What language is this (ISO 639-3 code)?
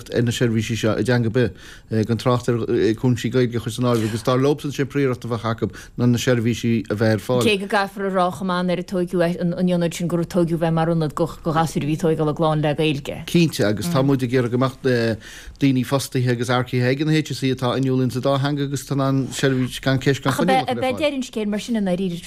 gle